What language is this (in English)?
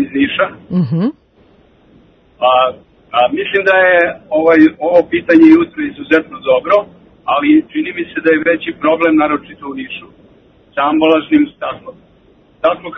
Serbian